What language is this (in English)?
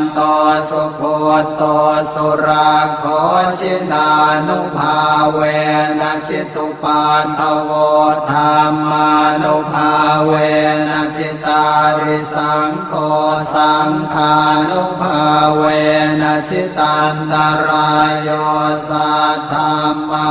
Pali